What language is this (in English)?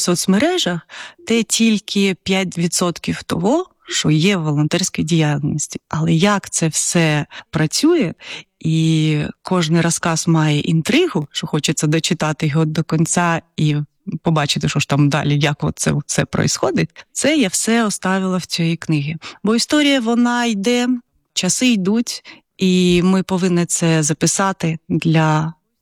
Ukrainian